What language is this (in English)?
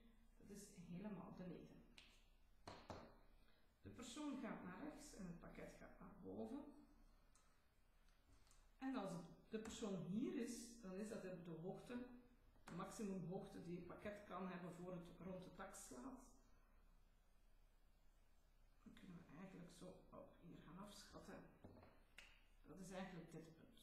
Dutch